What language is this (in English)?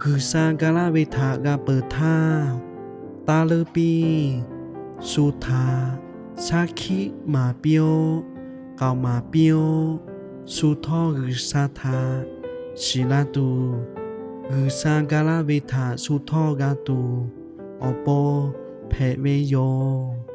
Lahu